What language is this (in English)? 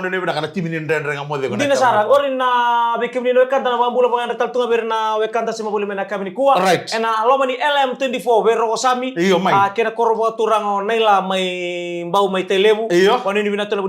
Fijian